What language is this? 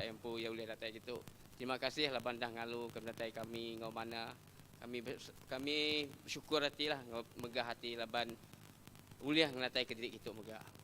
Iban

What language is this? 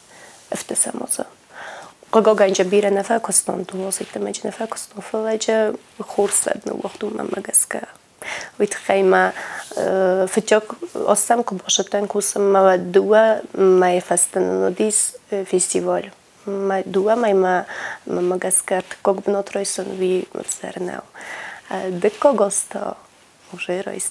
Ossetic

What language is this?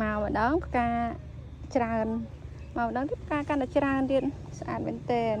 Khmer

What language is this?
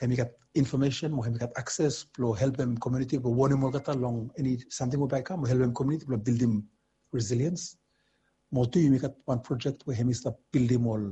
Bislama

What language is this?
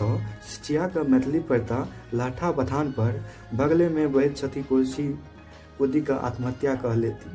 Maithili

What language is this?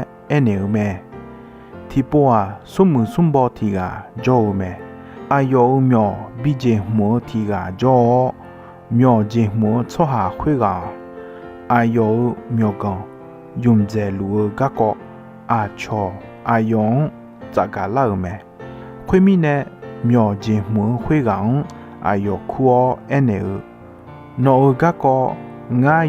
Akha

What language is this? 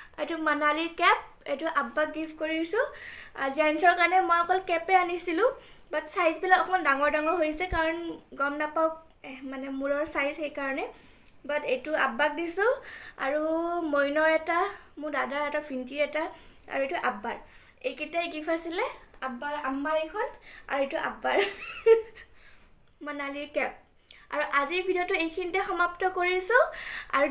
Assamese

